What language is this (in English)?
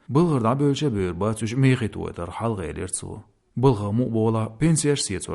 Chechen